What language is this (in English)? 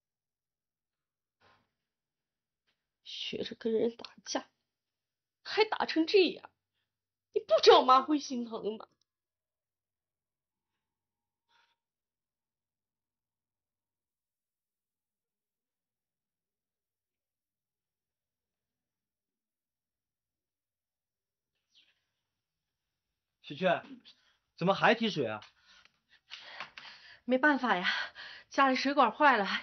Chinese